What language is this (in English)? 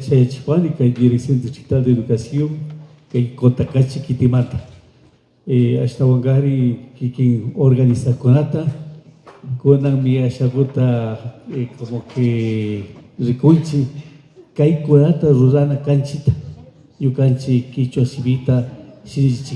Imbabura Highland Quichua